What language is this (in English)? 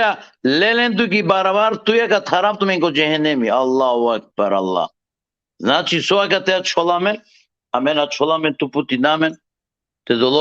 Balkan Romani